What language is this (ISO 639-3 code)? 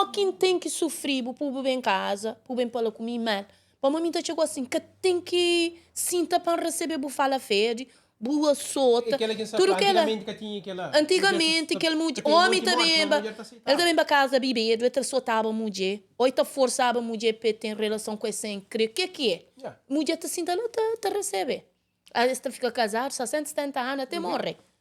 kea